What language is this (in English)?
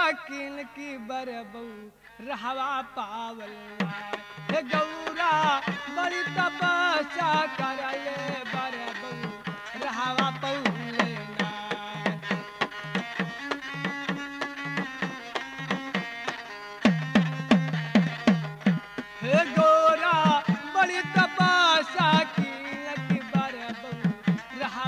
Bhojpuri